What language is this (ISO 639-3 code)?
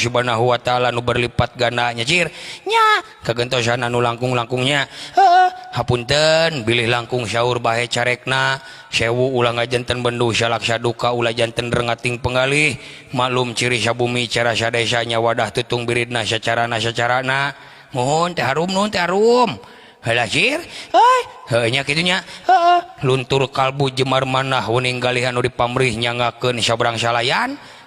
sun